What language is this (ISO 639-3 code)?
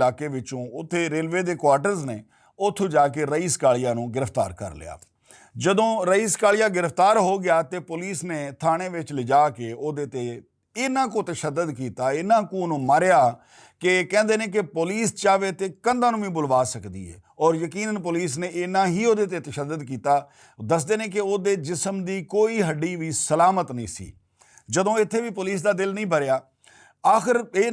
lah